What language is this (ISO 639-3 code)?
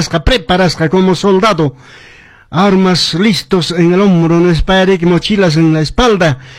que